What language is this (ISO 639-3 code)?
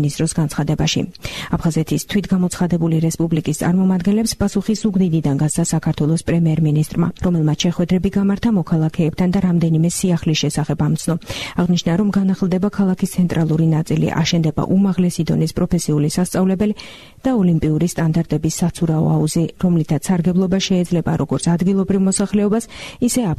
kat